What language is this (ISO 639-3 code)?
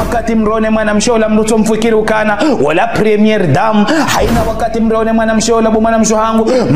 zdj